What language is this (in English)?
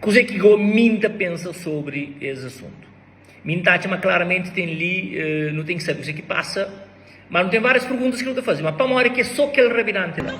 Kabuverdianu